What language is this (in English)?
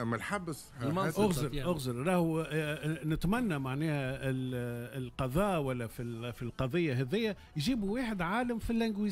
Tunisian Arabic